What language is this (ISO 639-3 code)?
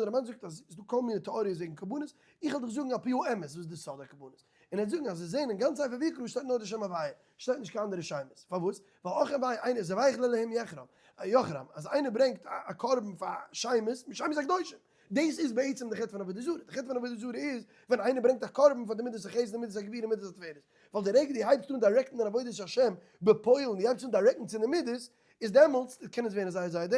yid